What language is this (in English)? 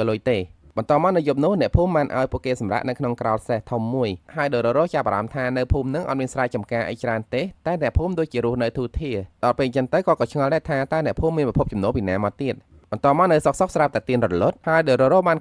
Khmer